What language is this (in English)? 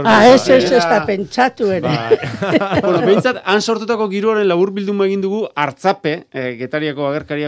Basque